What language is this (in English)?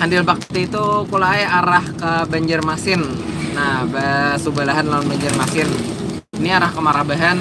Banjar